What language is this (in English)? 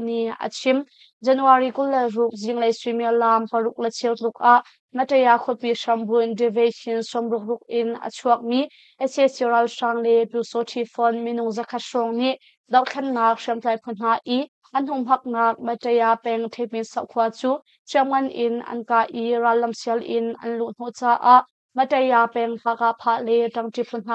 Hakha Chin